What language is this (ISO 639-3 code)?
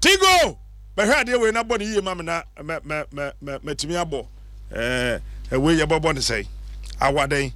aka